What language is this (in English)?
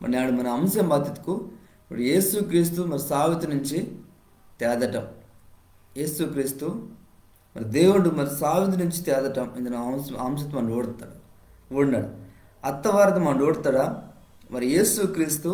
Koya